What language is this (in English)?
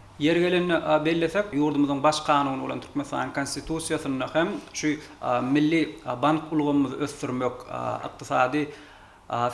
Turkmen